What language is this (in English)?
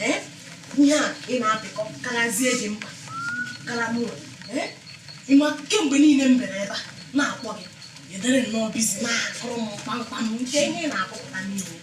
Igbo